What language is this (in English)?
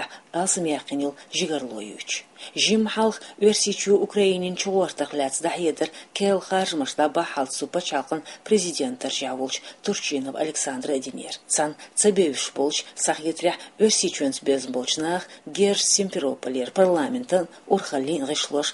Chechen